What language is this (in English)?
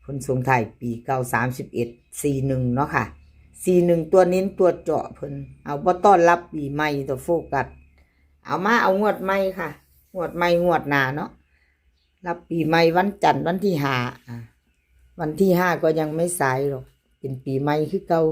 Northeastern Thai